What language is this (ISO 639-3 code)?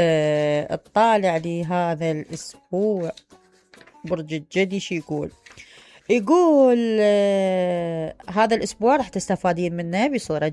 acm